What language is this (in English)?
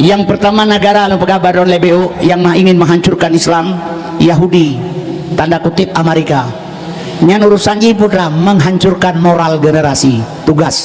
Achinese